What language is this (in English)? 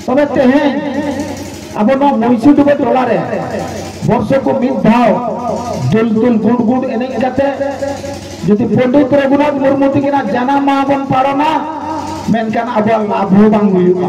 Santali